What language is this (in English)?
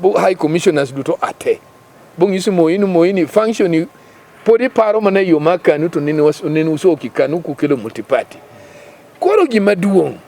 Luo (Kenya and Tanzania)